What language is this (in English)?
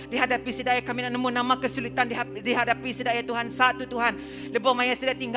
Iban